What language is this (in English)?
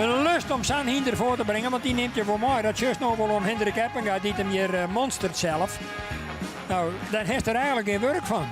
Western Frisian